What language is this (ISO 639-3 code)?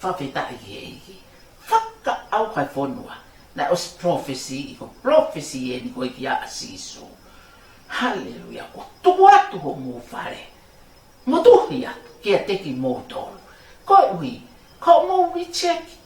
ton